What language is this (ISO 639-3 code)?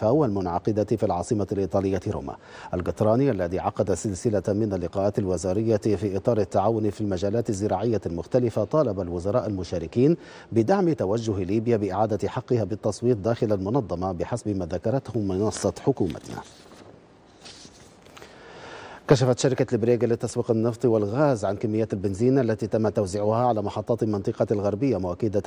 ara